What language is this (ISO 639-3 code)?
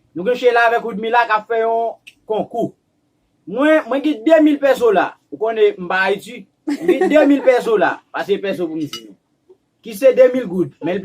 hat